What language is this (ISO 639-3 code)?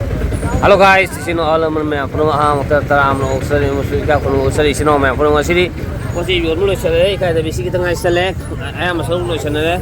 mni